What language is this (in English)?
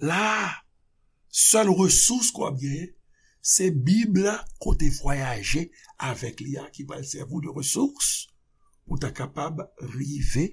Haitian Creole